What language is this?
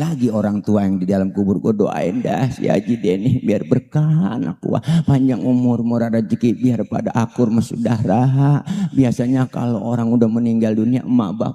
Betawi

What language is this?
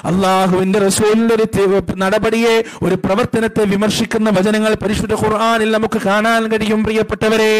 Malayalam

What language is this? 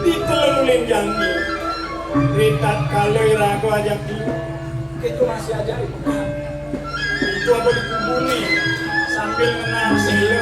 Balinese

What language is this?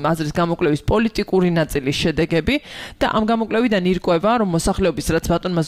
Georgian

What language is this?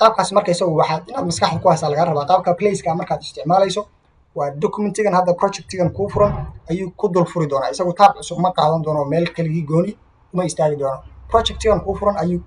Somali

